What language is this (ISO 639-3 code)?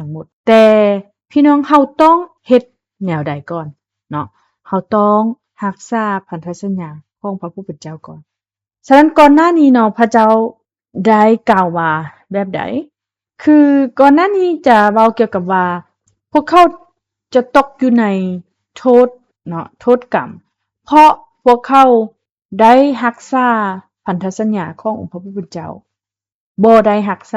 lao